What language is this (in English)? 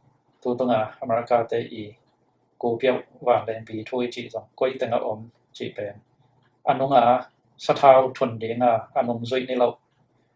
Tedim Chin